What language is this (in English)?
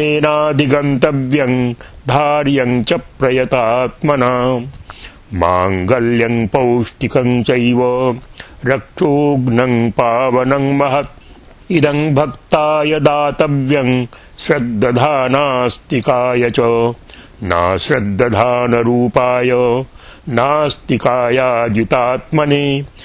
Sanskrit